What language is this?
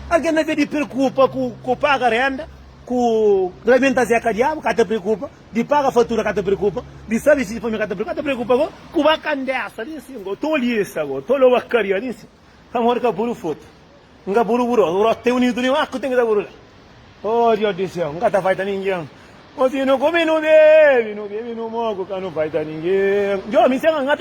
Kabuverdianu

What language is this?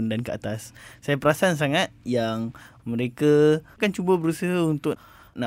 Malay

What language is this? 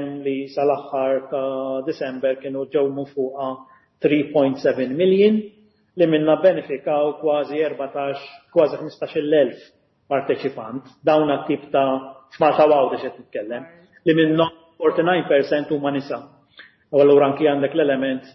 Maltese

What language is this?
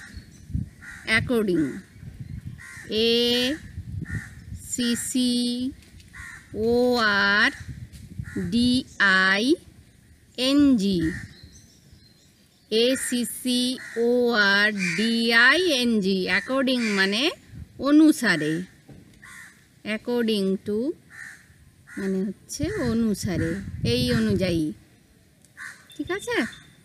Bangla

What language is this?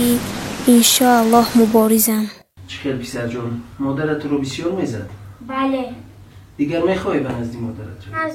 Tajik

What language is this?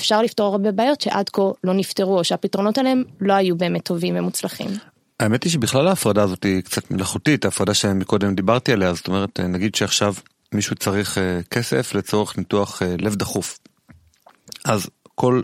Hebrew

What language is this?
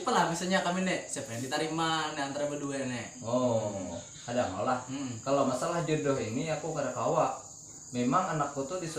Banjar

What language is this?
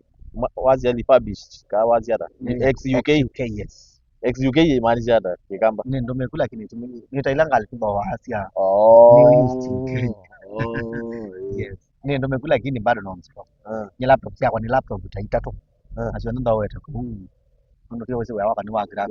Kamba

